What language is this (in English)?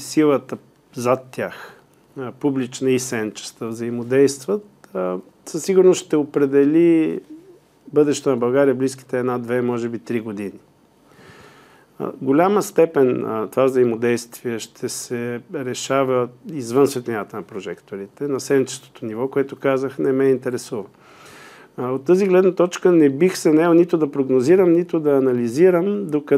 Bulgarian